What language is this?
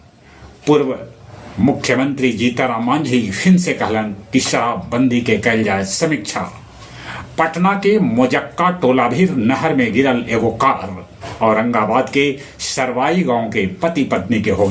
Magahi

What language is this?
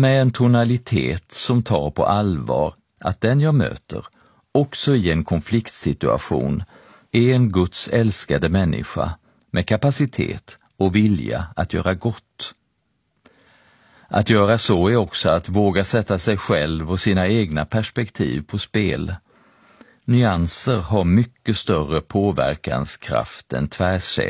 Swedish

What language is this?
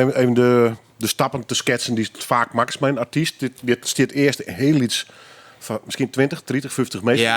Western Frisian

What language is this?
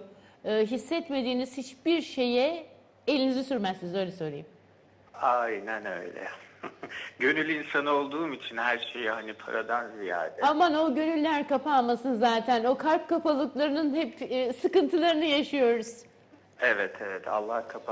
Turkish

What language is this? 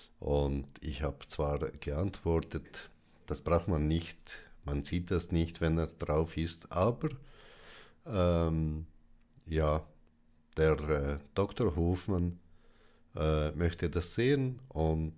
German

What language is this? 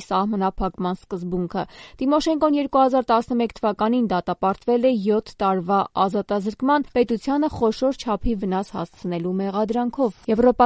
Armenian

